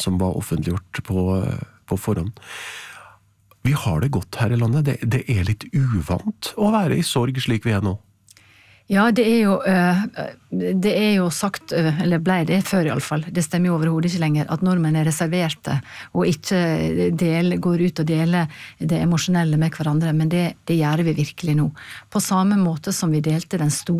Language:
Norwegian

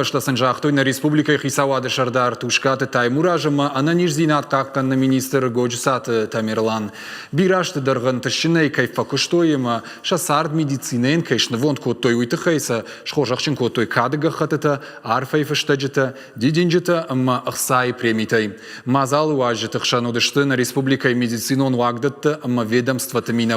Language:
Ossetic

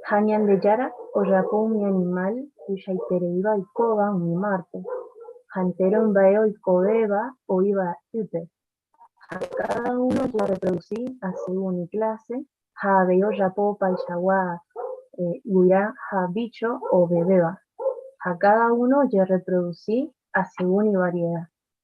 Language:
Guarani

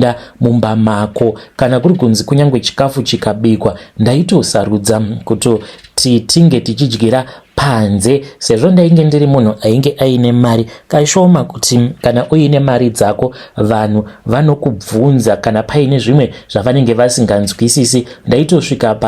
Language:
Shona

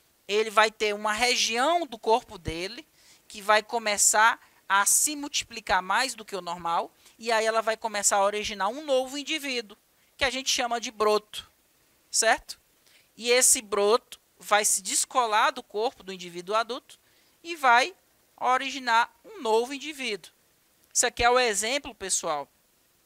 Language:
Portuguese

